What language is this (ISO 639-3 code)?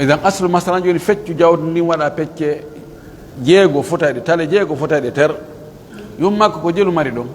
fuf